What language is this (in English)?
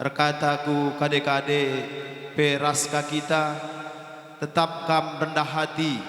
Batak Karo